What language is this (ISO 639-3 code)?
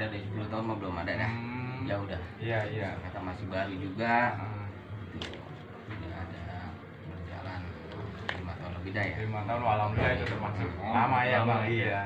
bew